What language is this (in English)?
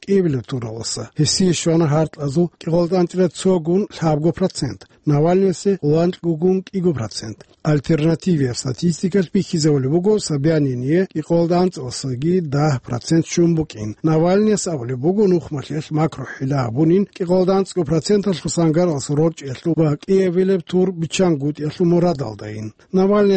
Avaric